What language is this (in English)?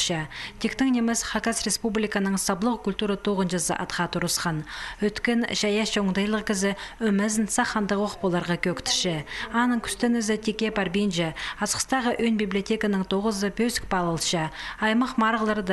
Khakas